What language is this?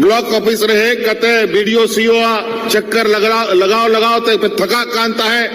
Santali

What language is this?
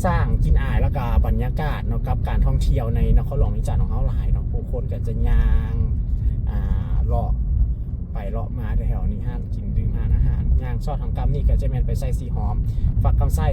Lao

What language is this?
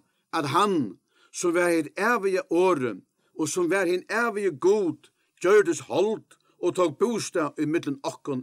Faroese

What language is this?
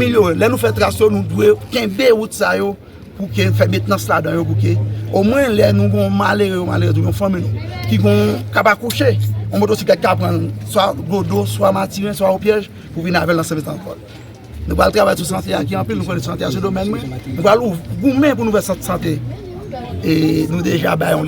Haitian Creole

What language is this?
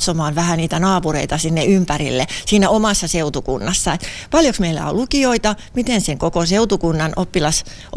Finnish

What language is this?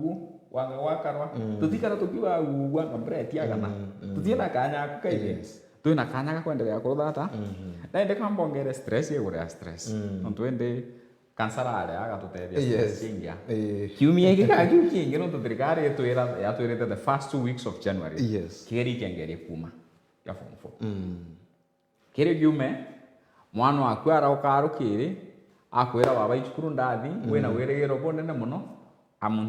Meru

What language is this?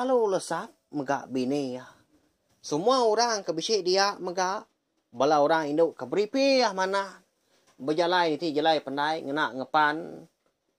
Iban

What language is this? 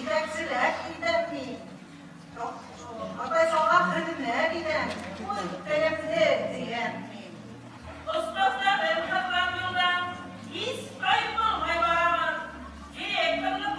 Bashkir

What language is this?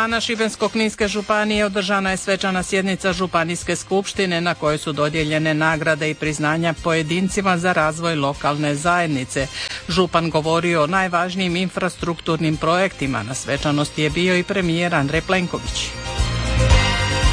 Croatian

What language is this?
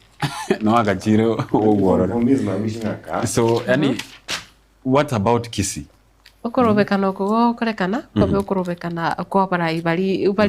Gusii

